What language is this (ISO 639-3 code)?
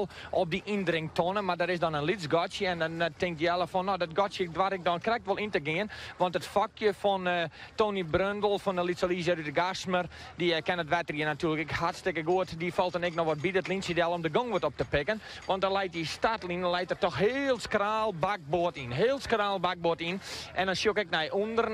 fry